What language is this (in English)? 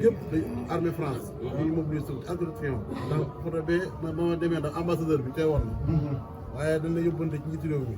Wolof